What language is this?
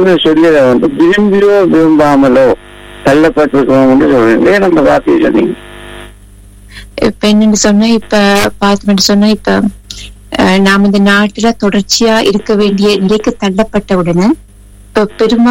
Tamil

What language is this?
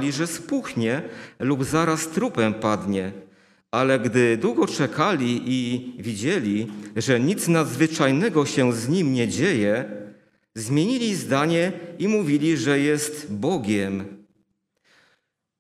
Polish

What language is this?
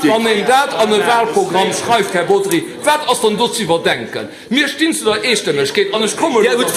Luxembourgish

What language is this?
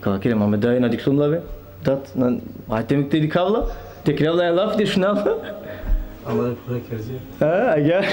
Balkan Romani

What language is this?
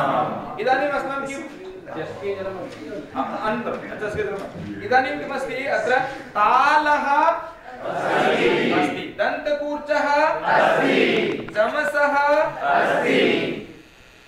Sanskrit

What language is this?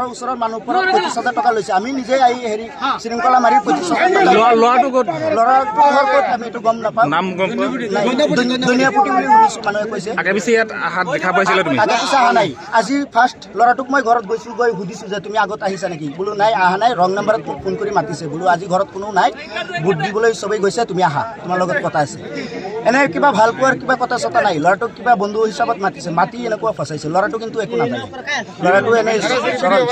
Assamese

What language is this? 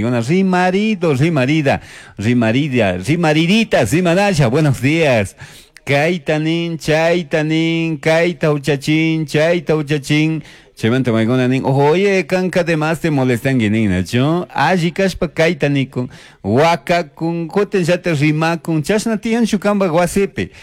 Chimborazo Highland Quichua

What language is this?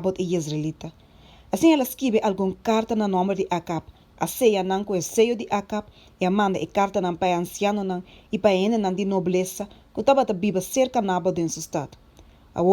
Papiamento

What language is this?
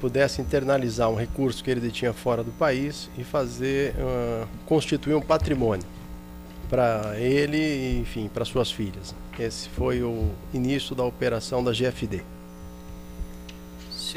Portuguese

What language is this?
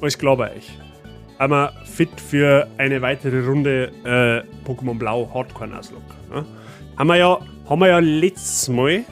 Bavarian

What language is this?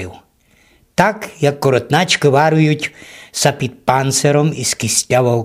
Rusyn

